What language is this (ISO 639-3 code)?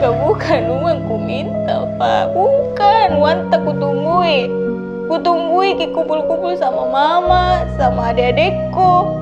mfp